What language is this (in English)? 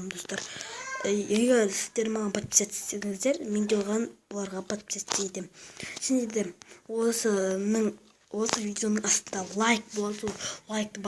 Kazakh